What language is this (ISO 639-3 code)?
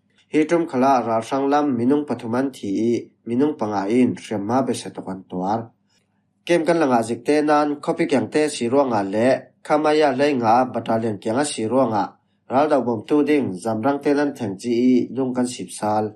cfm